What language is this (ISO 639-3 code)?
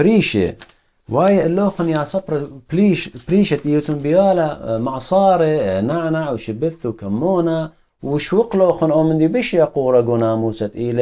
aii